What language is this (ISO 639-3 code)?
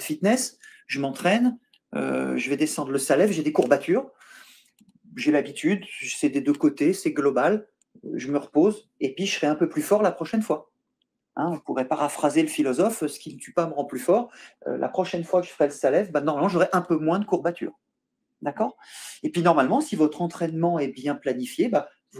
fra